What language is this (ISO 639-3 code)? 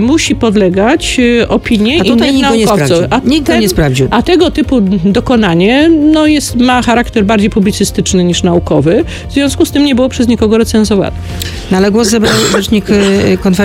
pol